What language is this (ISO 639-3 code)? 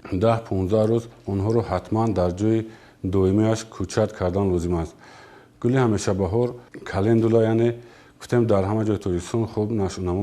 tgk